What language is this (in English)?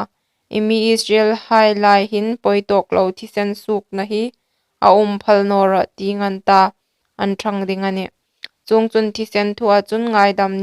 Hmar